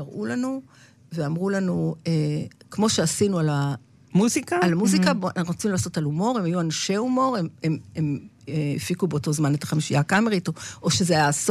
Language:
Hebrew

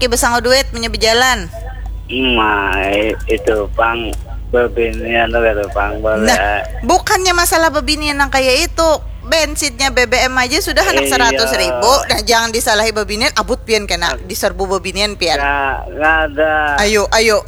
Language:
Banjar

